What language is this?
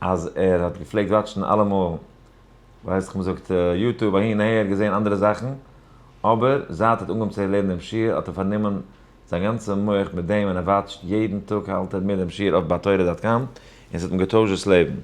Yiddish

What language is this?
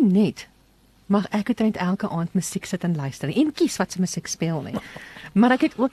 Afrikaans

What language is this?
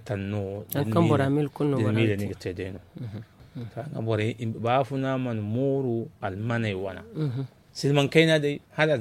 Zarma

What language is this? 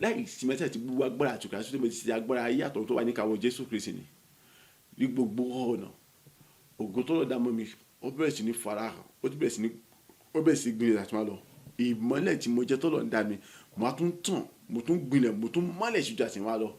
Yoruba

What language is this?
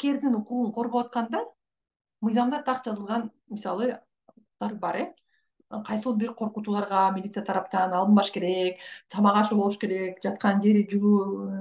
Kyrgyz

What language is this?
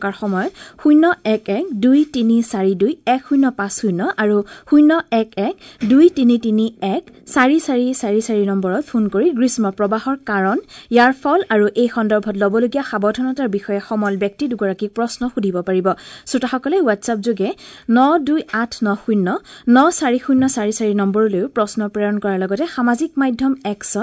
Assamese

